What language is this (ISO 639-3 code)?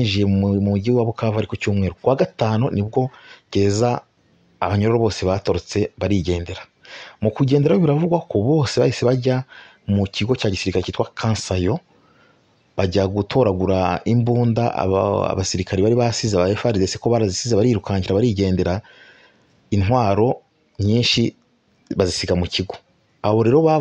kin